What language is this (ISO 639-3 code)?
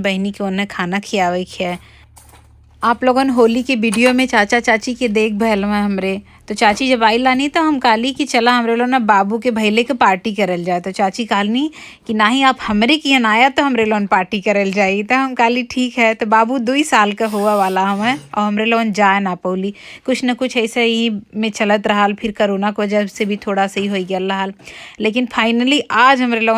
bho